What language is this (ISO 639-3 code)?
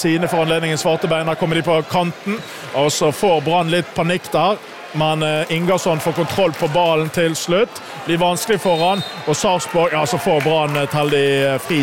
nor